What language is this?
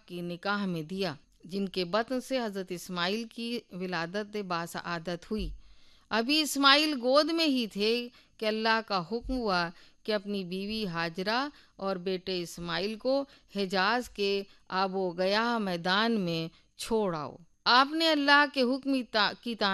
Urdu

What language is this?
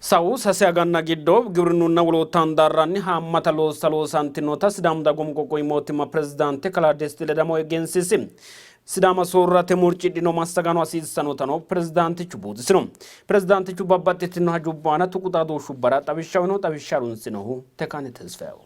Sidamo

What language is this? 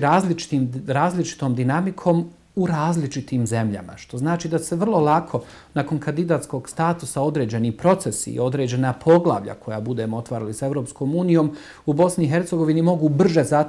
Bosnian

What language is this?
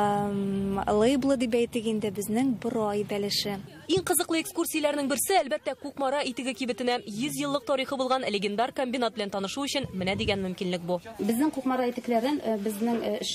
Tatar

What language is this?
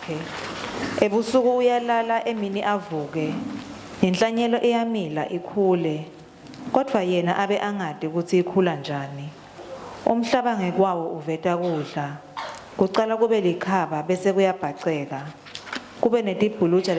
Swati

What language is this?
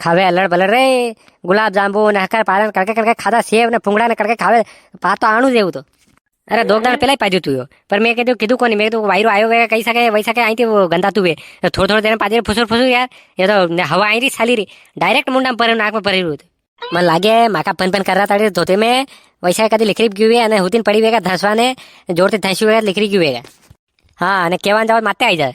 Rajasthani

